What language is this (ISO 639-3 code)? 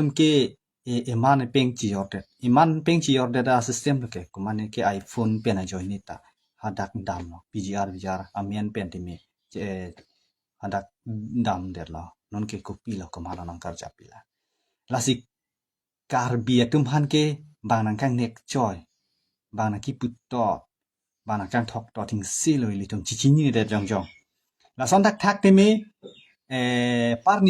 mjw